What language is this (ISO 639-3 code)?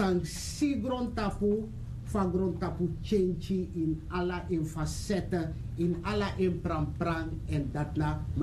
srn